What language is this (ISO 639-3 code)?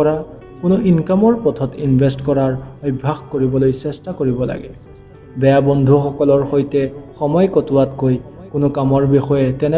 asm